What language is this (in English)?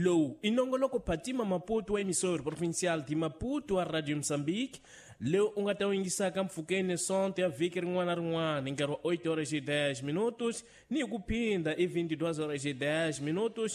Tsonga